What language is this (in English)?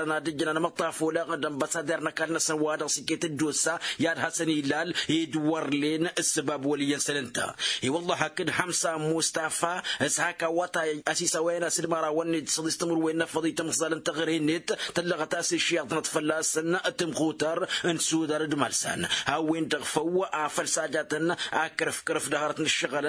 Tamasheq